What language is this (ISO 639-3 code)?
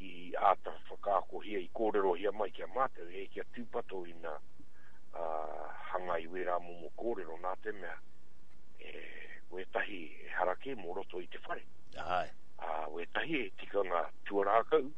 mri